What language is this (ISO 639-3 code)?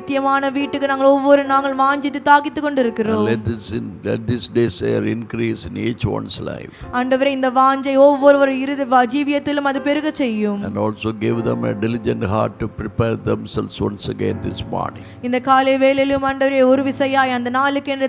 tam